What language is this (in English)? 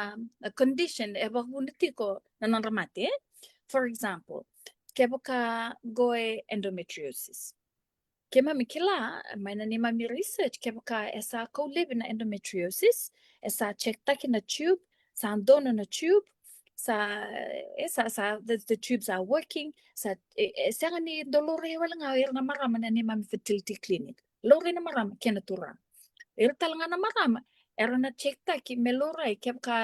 Fijian